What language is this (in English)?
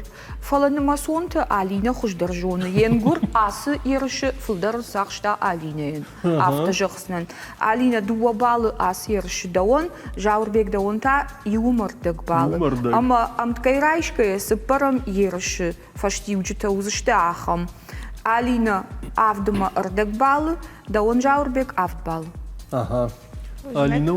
Ossetic